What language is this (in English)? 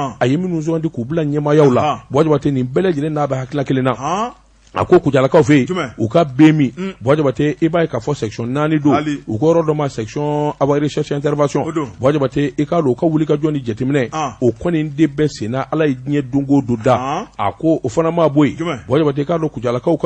Bambara